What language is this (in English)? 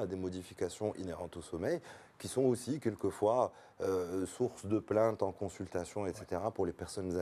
French